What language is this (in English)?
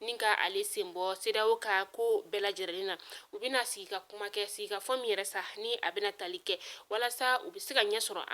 Bambara